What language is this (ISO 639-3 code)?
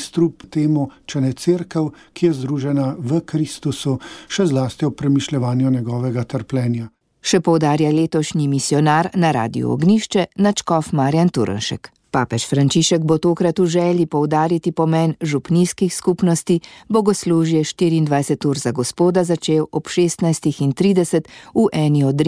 slv